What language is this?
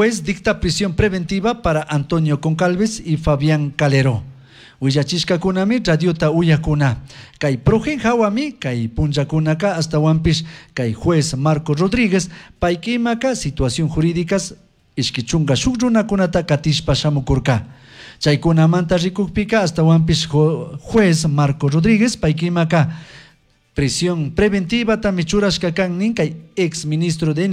Chimborazo Highland Quichua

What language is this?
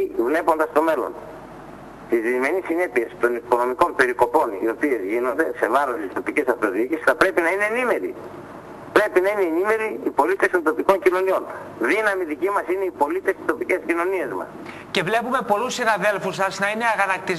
Greek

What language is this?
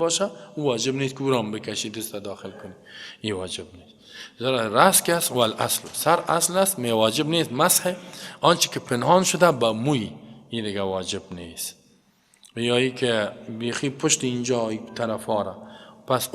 Persian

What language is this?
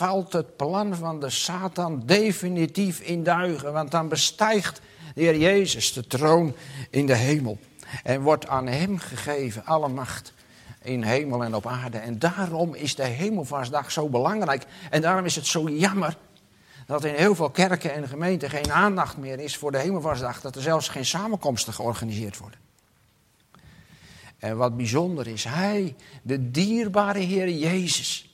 Dutch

